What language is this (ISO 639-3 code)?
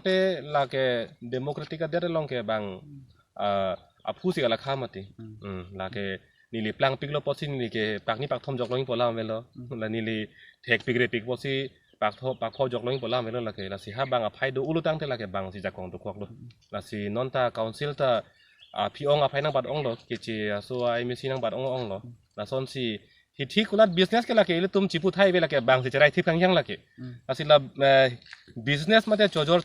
mjw